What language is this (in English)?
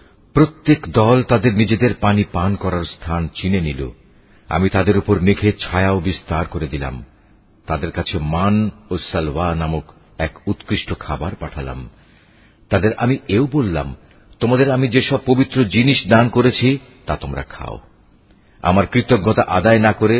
Bangla